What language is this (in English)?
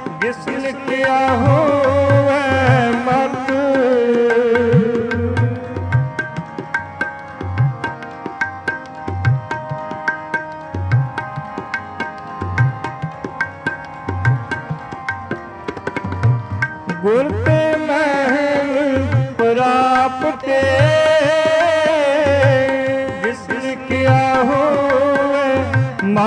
Punjabi